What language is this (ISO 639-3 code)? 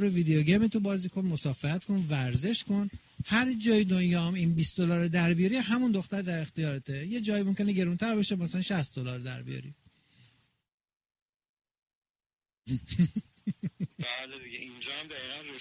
fas